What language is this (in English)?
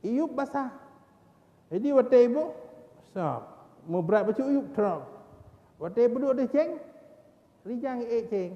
Achinese